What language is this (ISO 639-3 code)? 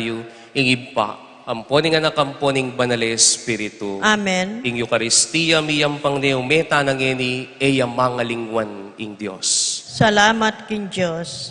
pam